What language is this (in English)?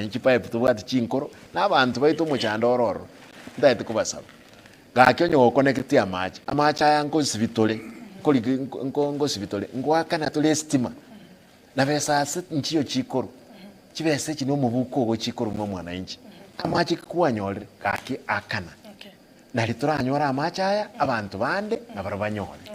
Gusii